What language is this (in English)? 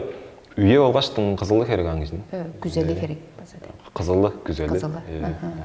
Tuvinian